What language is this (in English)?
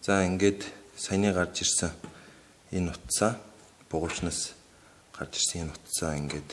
Mongolian